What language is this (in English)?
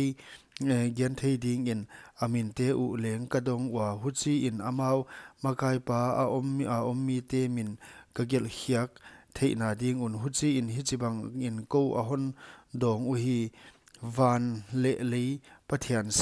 Paite Chin